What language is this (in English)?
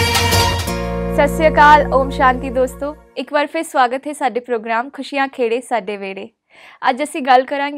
Punjabi